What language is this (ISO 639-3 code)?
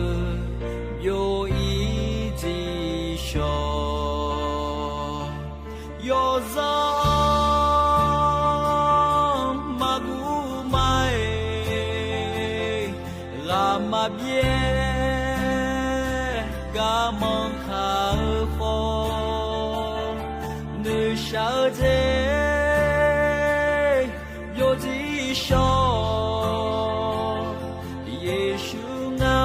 ahk